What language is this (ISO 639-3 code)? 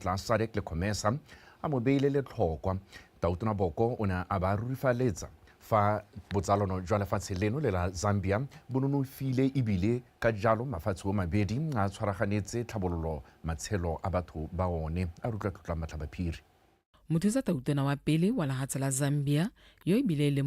tsn